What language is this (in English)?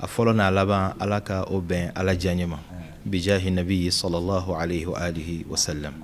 Bambara